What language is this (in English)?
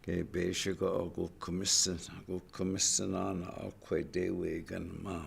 Chippewa